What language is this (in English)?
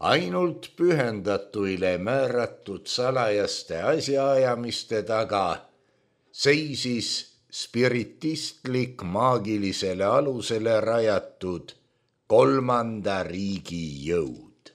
Estonian